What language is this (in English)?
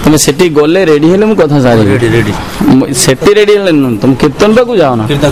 Odia